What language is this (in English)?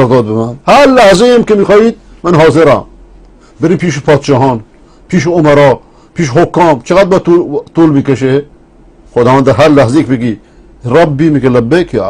Persian